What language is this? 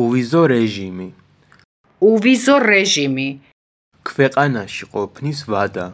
Georgian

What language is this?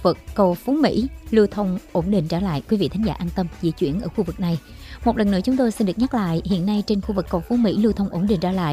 Vietnamese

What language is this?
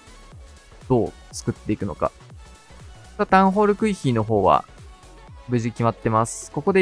Japanese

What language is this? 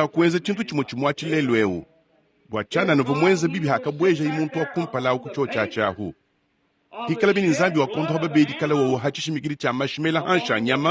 Luba-Lulua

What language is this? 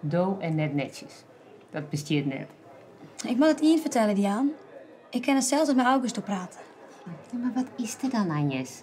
Western Frisian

